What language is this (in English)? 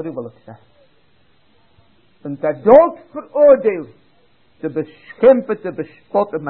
Dutch